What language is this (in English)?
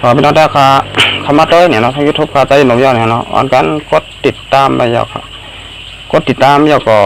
Shan